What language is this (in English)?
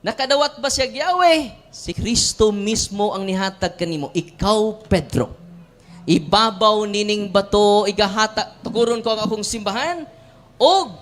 Cebuano